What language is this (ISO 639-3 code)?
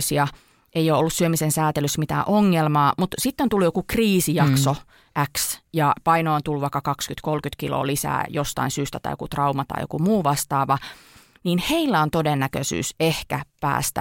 fin